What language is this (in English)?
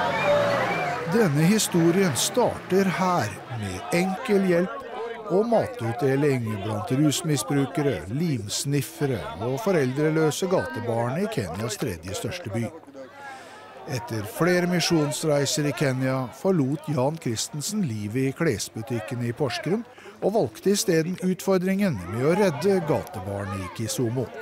Norwegian